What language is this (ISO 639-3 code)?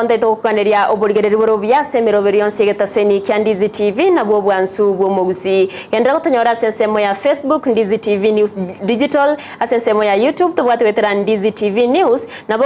guz